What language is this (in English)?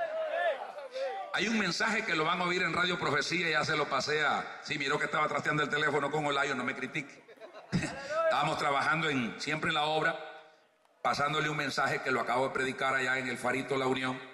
Spanish